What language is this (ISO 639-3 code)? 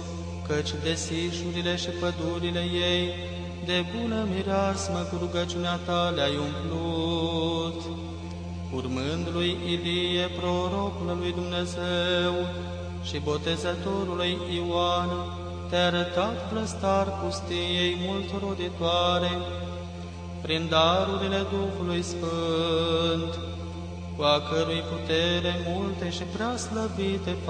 ron